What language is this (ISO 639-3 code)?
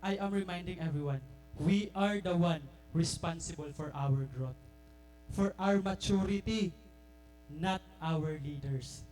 war